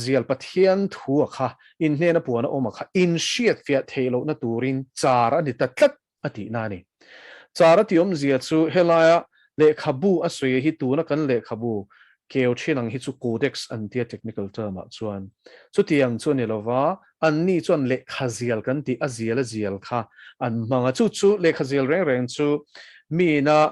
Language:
Mizo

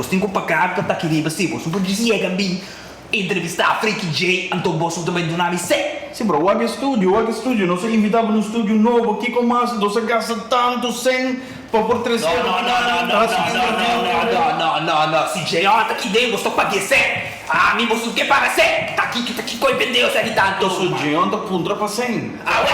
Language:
Papiamento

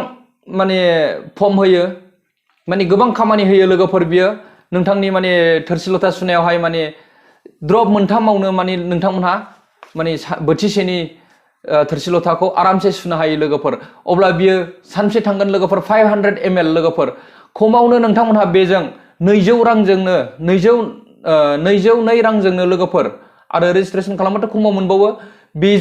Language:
Bodo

